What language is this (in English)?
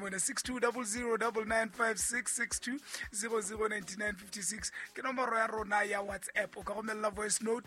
Southern Sotho